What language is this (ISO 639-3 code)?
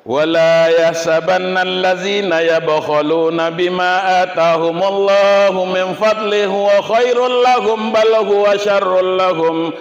min